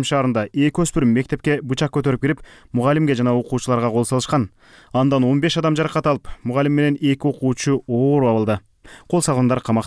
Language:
Kyrgyz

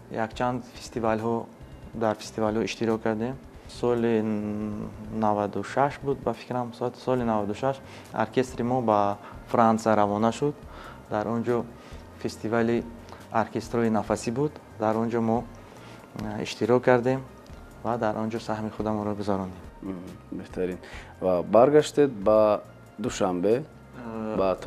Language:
Tajik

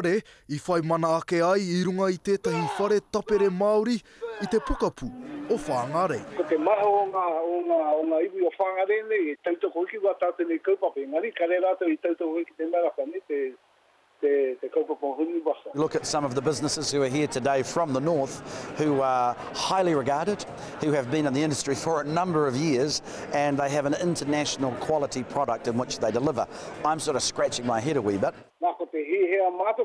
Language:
Māori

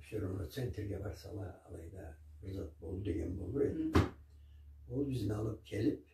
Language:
Karachay-Balkar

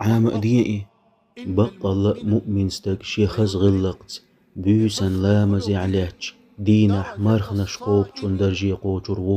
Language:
Chechen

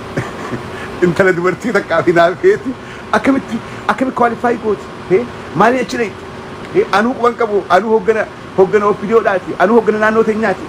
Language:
Oromo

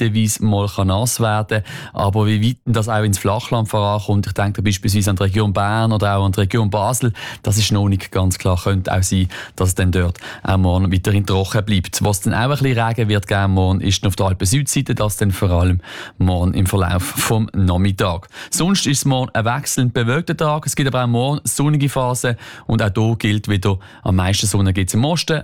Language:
German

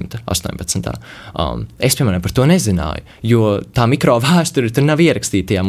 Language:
Latvian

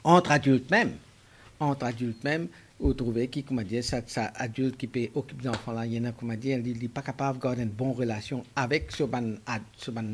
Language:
Morisyen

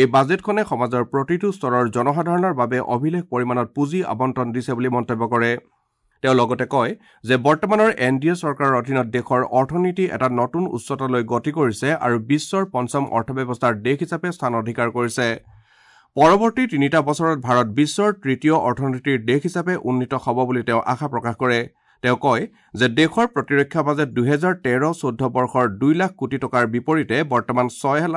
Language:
Assamese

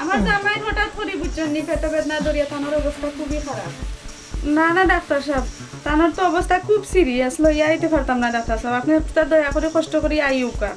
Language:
Sylheti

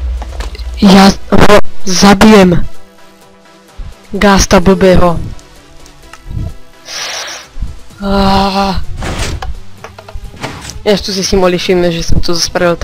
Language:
Slovak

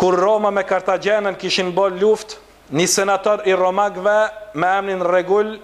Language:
Albanian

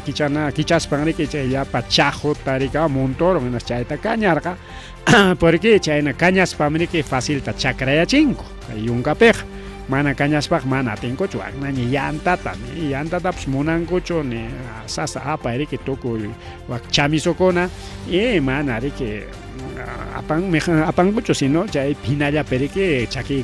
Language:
Ayacucho Quechua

